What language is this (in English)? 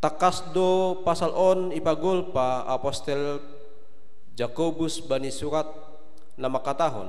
Batak Simalungun